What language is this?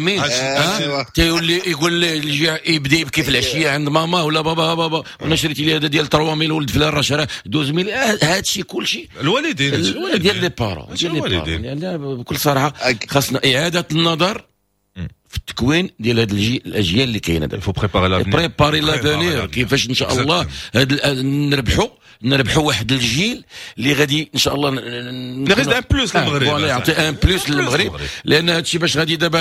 Moroccan Arabic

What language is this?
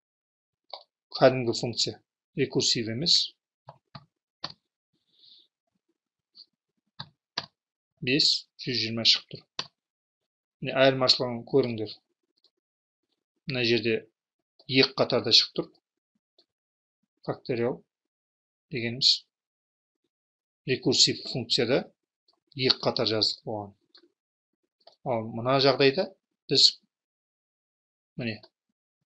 Kazakh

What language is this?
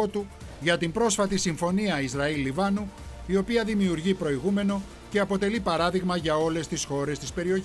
Greek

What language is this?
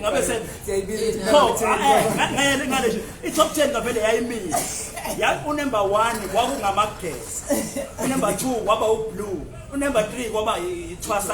Zulu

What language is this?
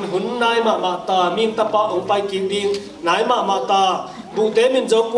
Tedim Chin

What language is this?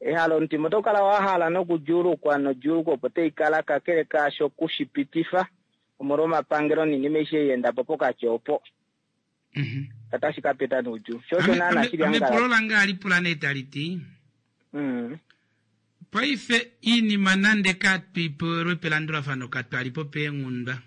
Kuanyama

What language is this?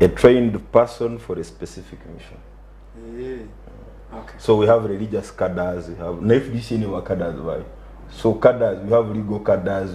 Nyankole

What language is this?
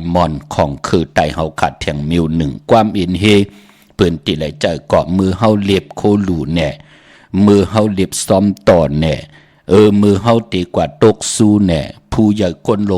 Shan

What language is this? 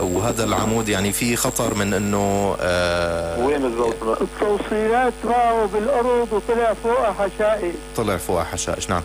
North Levantine Arabic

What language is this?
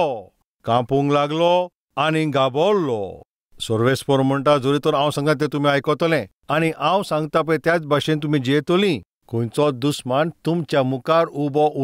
Konkani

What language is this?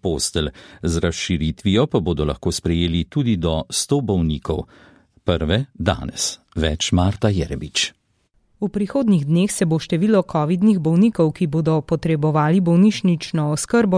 Slovenian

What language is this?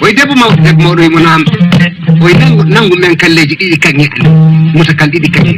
Fula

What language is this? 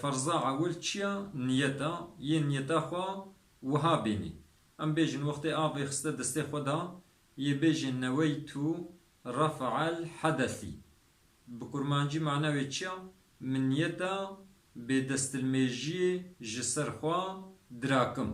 Kurdish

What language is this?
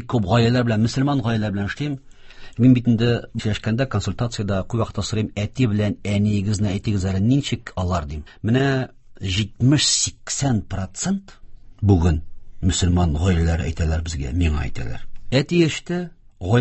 Tatar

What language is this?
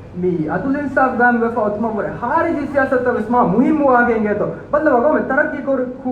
Divehi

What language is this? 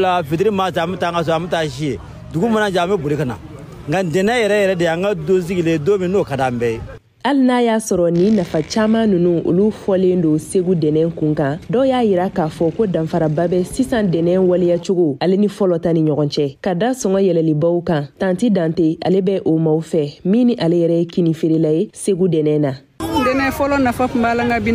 Bambara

